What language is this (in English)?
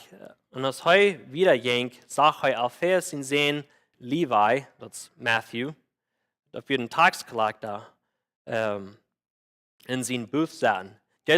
Plautdietsch